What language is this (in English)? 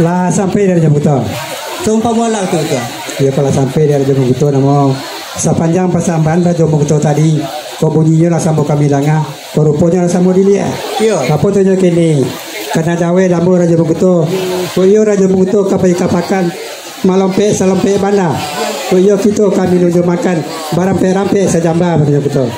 Minangkabau